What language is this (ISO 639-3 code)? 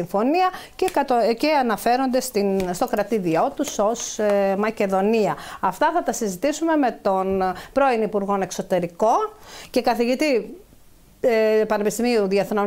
ell